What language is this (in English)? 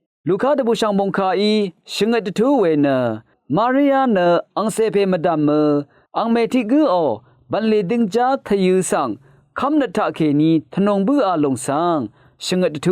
Rawang